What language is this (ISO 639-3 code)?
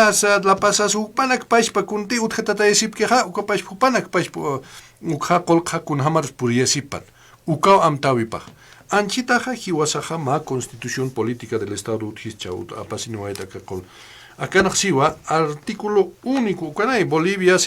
aym